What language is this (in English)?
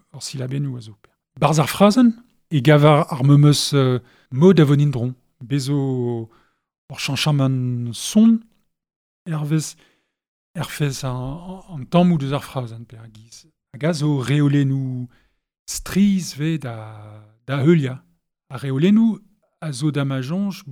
Breton